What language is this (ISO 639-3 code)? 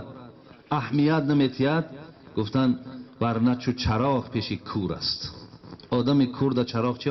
tgk